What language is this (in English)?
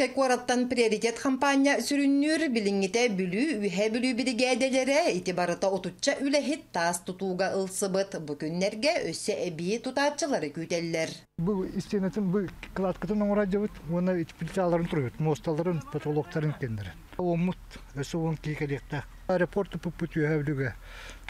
Yakut